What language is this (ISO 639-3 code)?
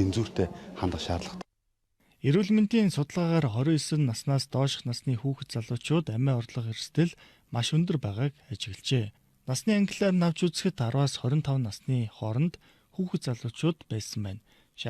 mon